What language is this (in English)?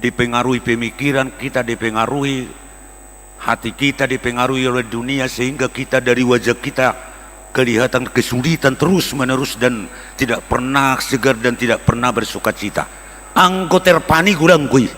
Batak Toba